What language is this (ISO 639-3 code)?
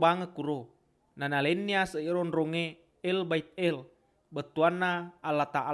bug